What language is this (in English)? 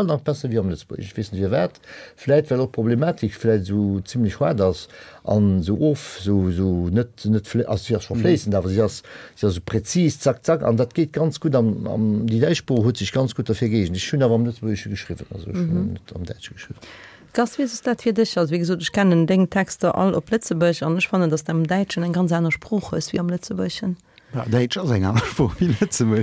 Luxembourgish